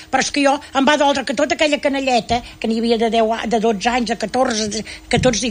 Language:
Catalan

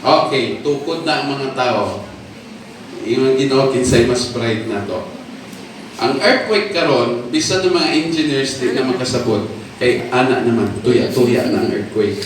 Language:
Cebuano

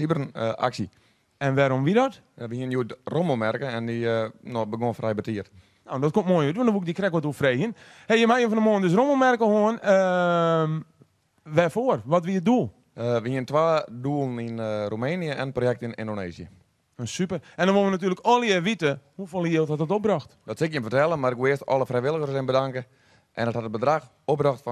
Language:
Western Frisian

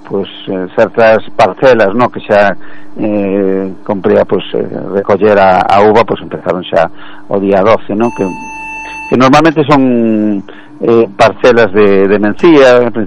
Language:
Galician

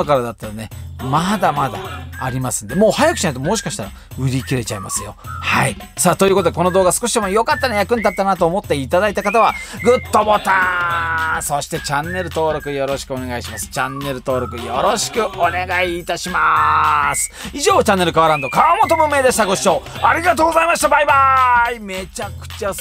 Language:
Japanese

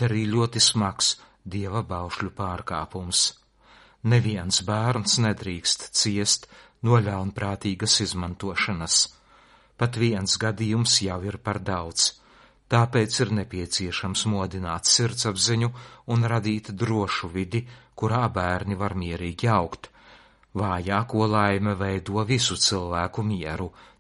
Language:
Latvian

